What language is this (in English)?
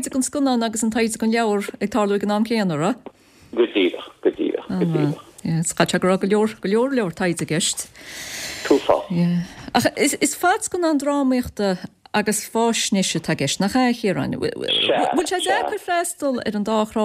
Irish